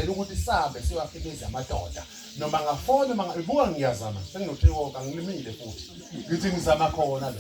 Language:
Zulu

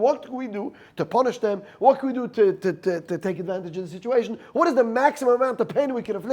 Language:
Yiddish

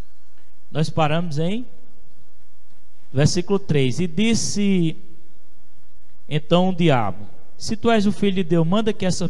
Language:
Portuguese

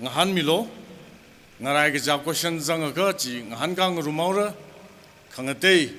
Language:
Tangkhul Naga (India)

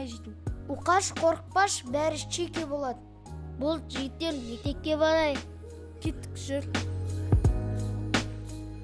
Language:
Kazakh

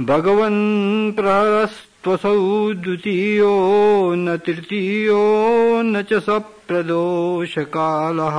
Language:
Sanskrit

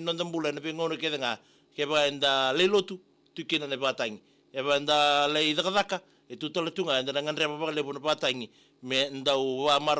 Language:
Fijian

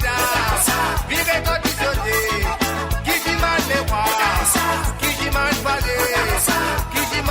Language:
Morisyen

